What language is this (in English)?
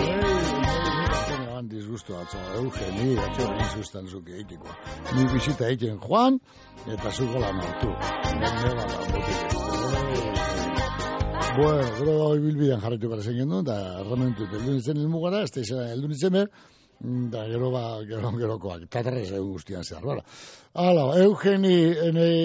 Basque